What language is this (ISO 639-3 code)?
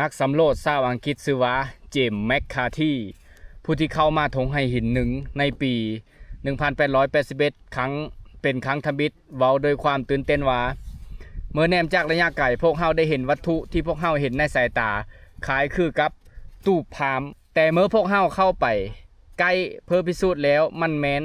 lao